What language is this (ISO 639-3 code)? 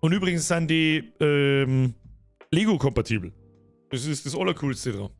bar